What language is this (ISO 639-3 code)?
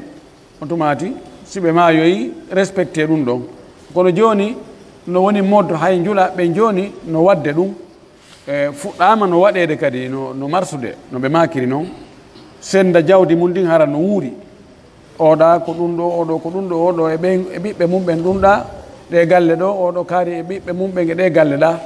fuf